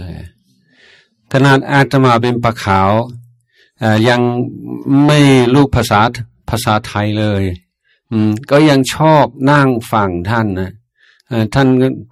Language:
Thai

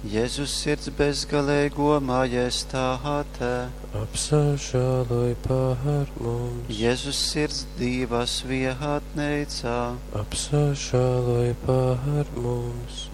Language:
Latgalian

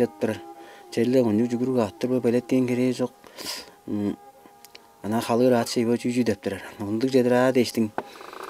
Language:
Tuvinian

